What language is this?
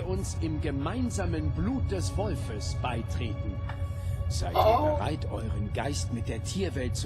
Swiss German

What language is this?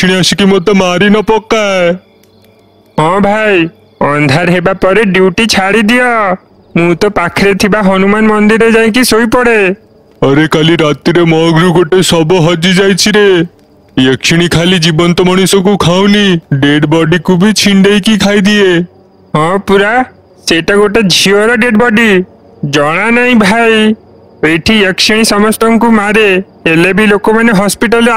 Odia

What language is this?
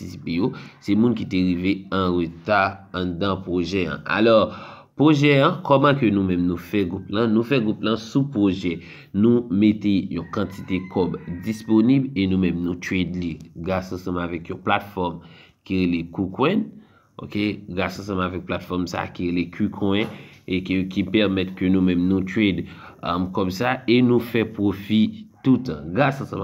Haitian Creole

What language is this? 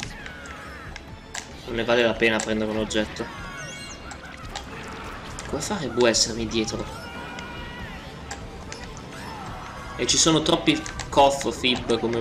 Italian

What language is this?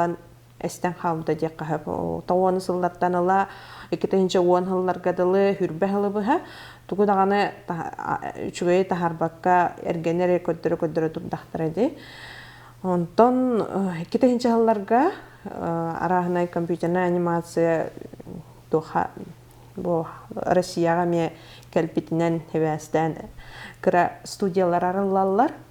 Yakut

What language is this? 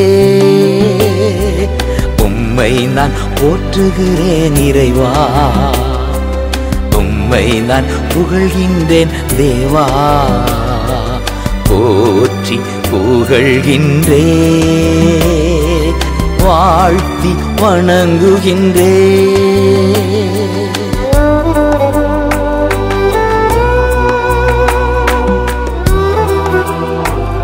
Tamil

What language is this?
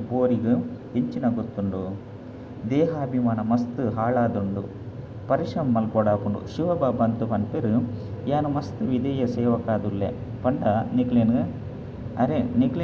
Tulu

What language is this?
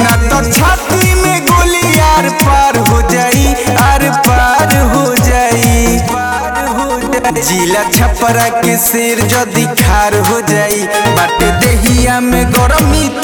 Bhojpuri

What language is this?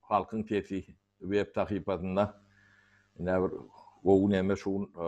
Turkmen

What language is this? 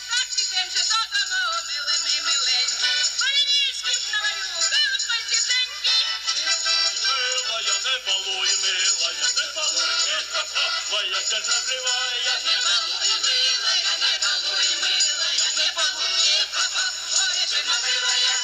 Yakut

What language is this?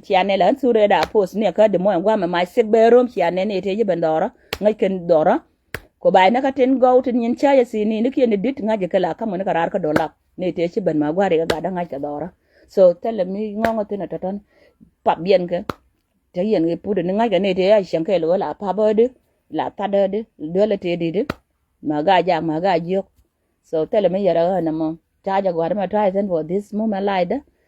Nuer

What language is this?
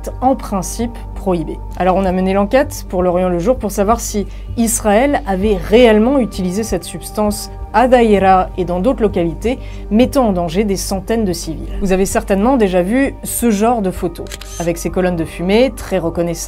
French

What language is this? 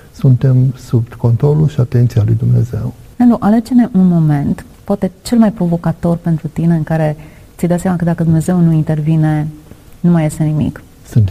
Romanian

